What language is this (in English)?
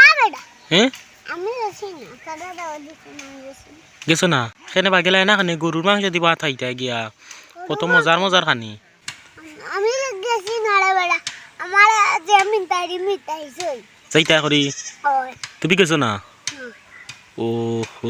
Sylheti